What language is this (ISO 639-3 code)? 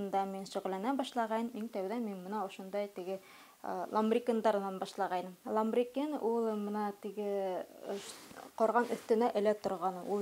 bak